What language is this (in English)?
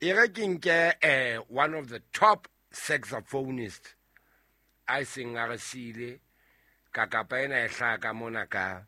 Southern Sotho